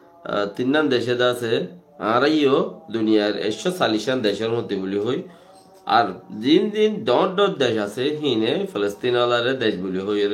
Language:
Rohingya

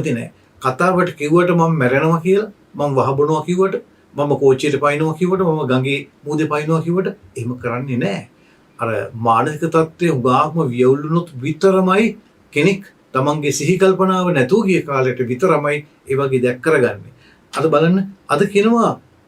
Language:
Sinhala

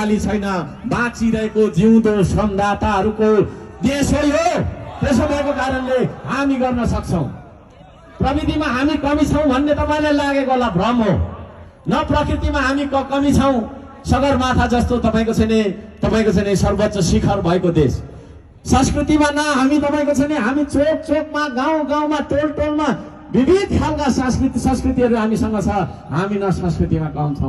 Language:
Nepali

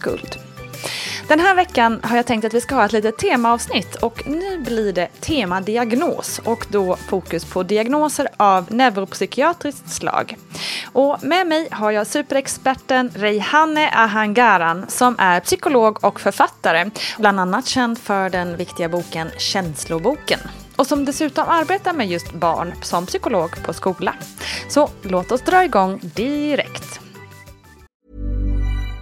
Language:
Swedish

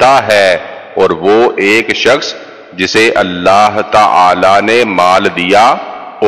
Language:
Urdu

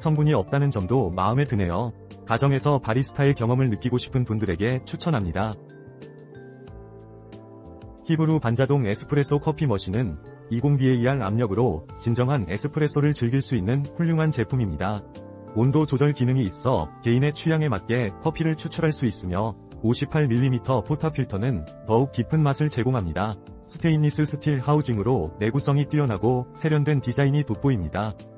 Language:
Korean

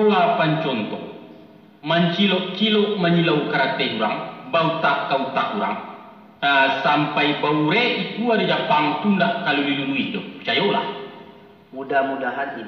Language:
Minangkabau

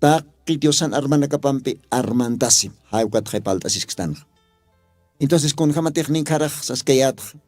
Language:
Aymara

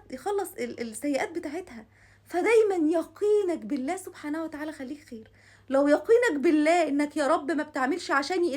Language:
Egyptian Arabic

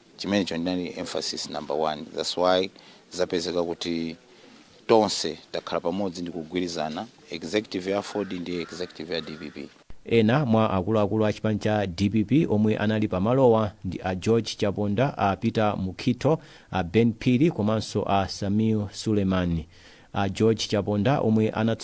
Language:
Nyanja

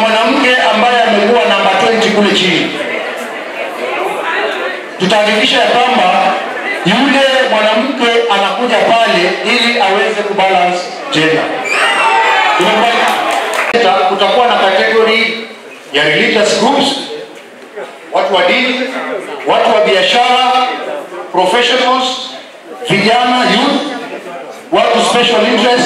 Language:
Swahili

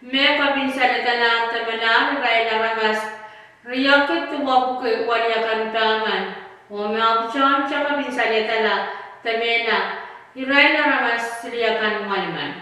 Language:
Pohnpeian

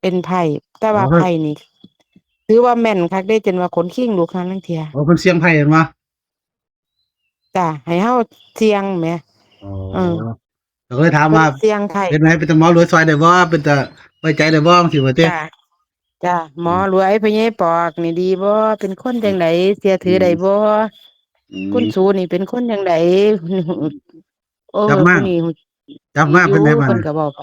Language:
Northeastern Thai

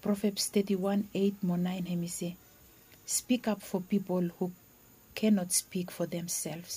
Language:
Bislama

